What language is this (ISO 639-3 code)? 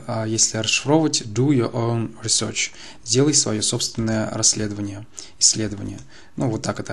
rus